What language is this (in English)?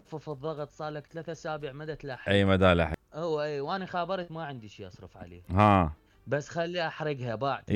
Mesopotamian Arabic